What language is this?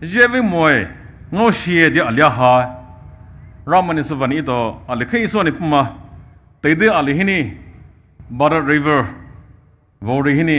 Poumei Naga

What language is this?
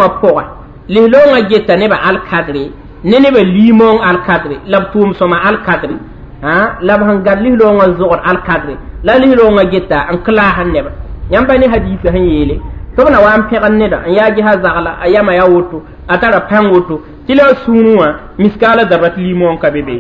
Mossi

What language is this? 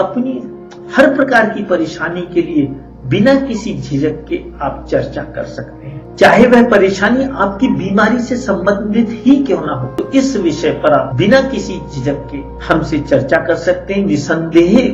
Hindi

